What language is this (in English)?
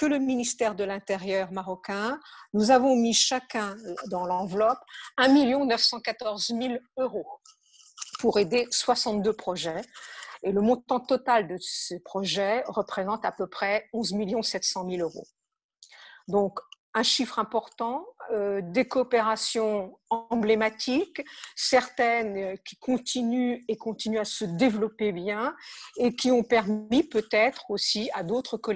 French